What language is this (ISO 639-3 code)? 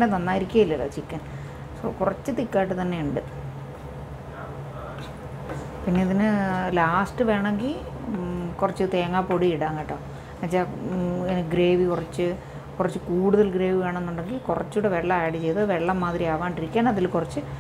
mal